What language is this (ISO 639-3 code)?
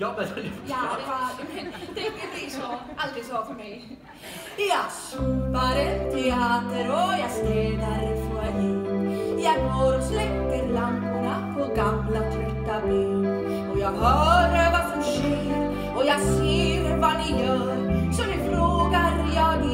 swe